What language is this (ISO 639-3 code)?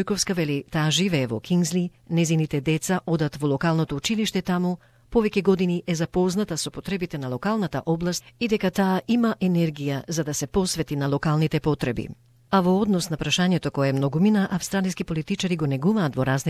mkd